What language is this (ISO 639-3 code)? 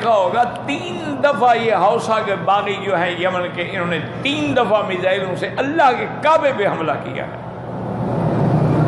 urd